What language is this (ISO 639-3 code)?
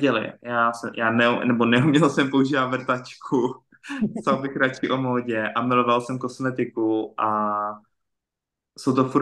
ces